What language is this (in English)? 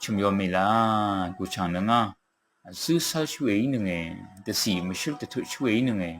Rawang